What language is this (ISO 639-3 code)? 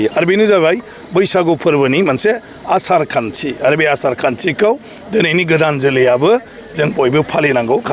brx